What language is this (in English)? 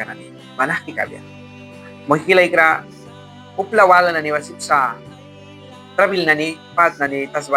Mískito